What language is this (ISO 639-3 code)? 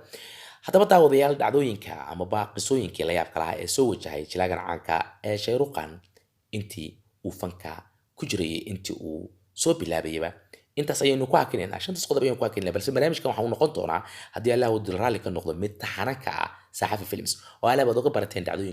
som